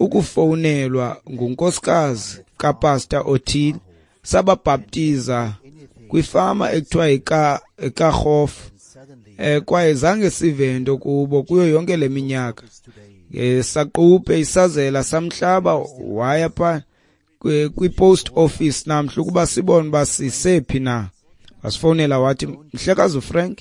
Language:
Xhosa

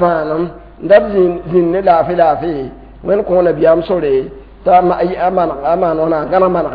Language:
Mossi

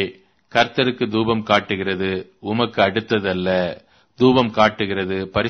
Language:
Tamil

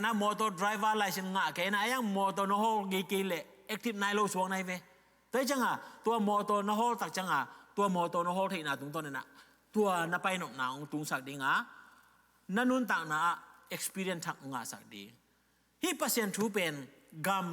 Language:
Tedim Chin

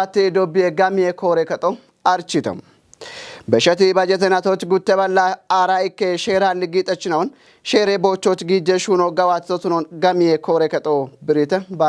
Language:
Kafa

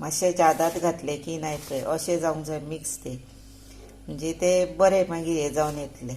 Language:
Konkani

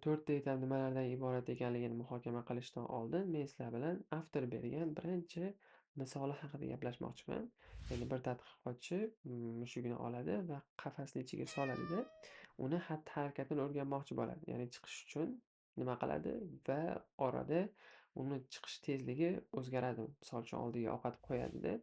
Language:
Uzbek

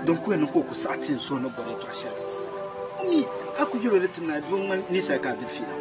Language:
Dagbani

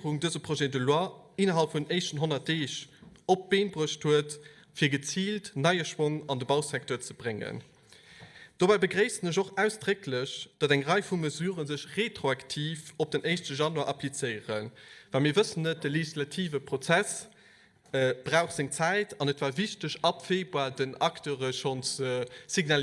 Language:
Luxembourgish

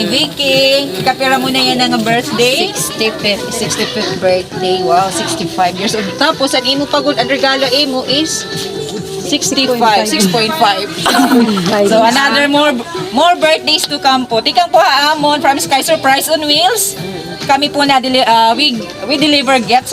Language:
Waray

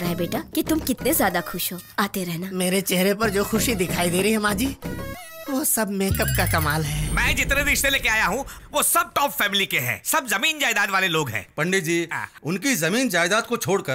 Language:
Hindi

